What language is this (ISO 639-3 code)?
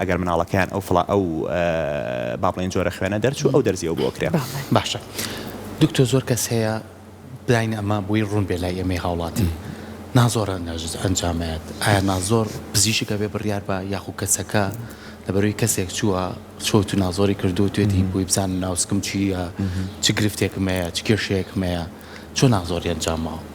ckb